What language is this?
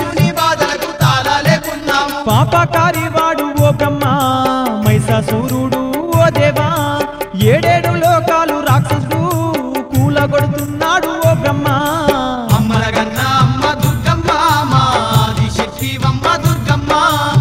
Telugu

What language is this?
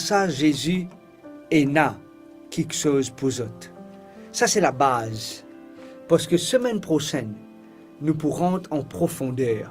Morisyen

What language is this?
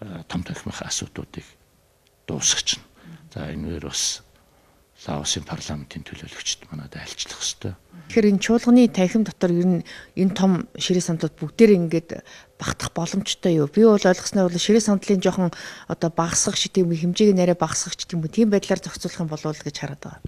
Mongolian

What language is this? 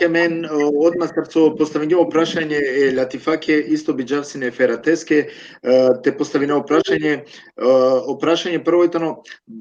Balkan Romani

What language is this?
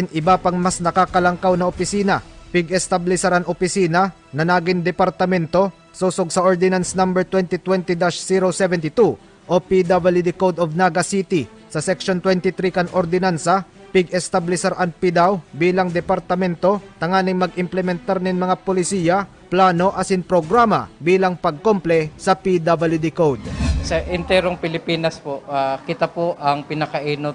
Bikol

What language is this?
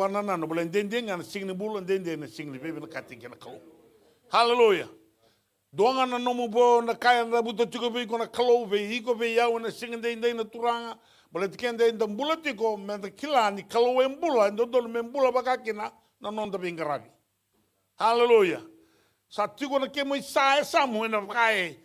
Fijian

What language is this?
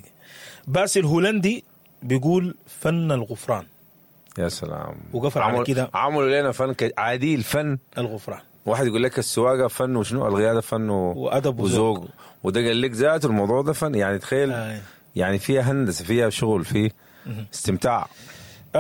Sudanese Arabic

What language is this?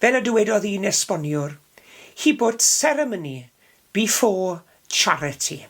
Welsh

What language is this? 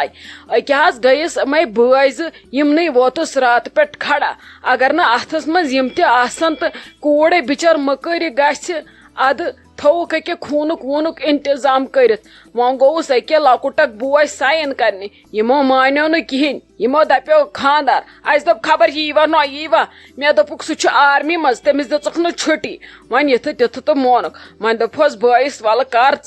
Kashmiri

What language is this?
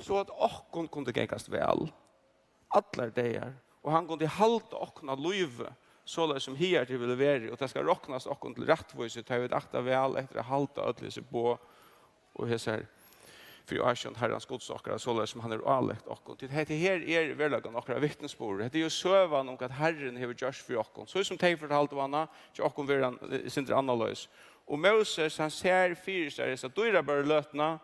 Faroese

